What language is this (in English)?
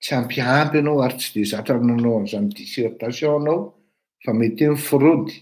Malagasy